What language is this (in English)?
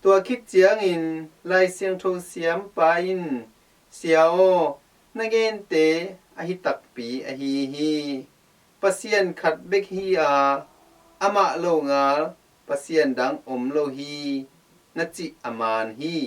Tedim Chin